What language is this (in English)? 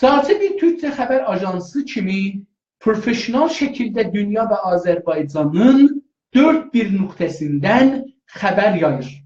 South Azerbaijani